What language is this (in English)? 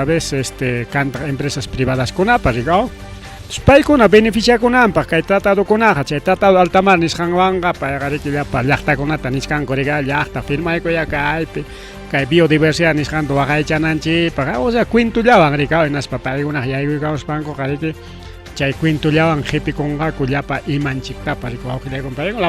Ayacucho Quechua